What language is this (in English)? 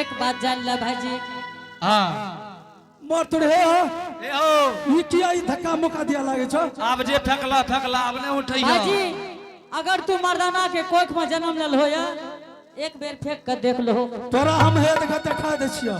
Angika